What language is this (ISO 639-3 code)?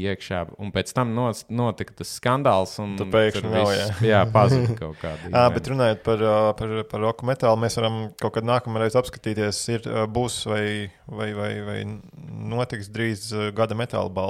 lav